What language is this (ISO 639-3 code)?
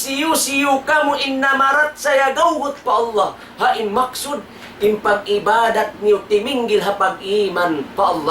tsg